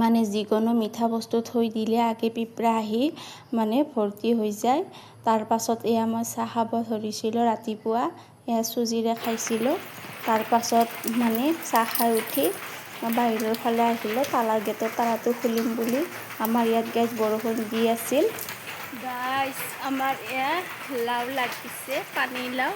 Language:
Assamese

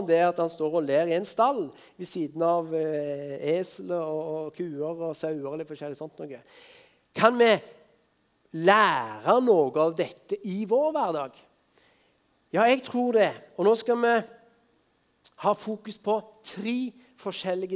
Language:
Norwegian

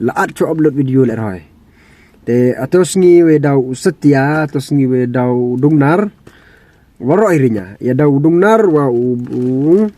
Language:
Pnar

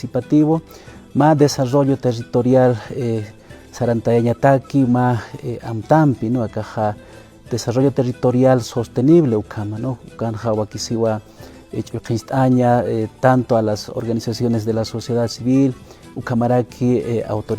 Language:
Aymara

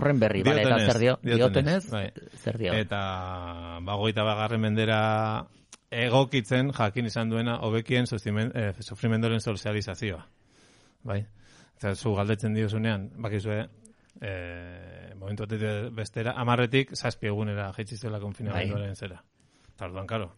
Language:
Basque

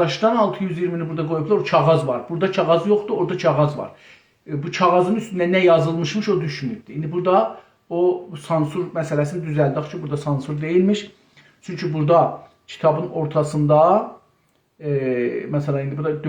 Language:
South Azerbaijani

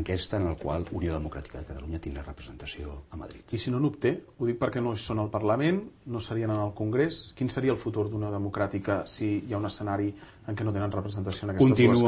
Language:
Catalan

